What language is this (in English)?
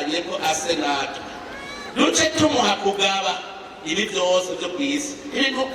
Rundi